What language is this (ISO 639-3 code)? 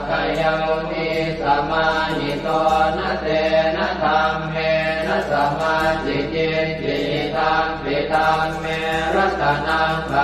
pli